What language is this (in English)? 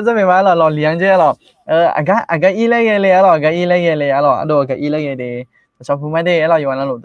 Akha